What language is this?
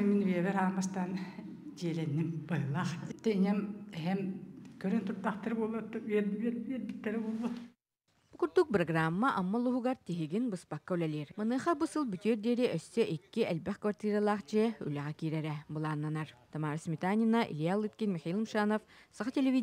Yakut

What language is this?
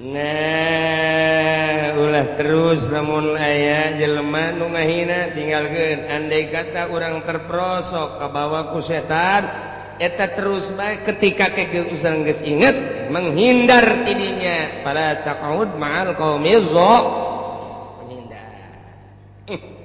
Sundanese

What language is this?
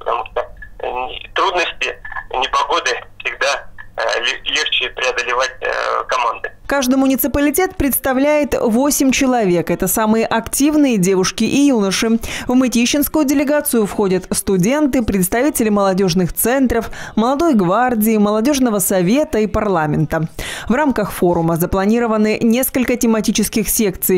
Russian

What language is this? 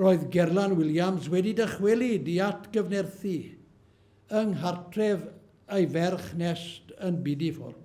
Welsh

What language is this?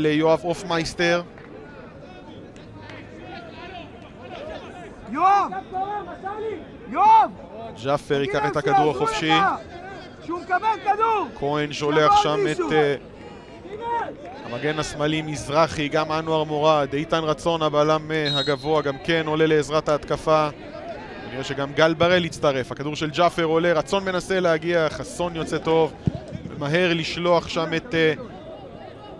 Hebrew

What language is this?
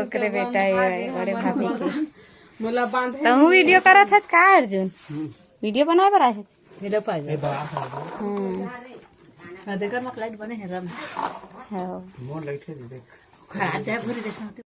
Chhattisgarhi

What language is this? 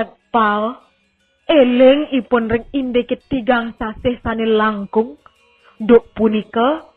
Balinese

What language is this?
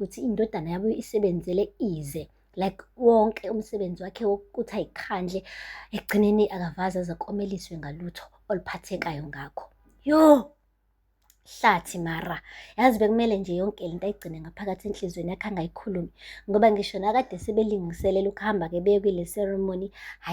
Zulu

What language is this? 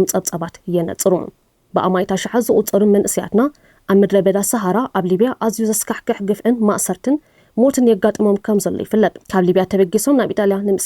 Tigrinya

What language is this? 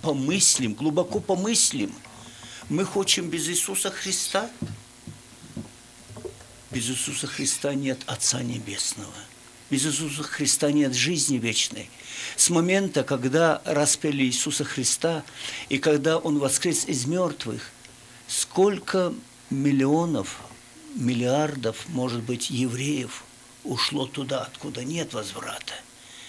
Russian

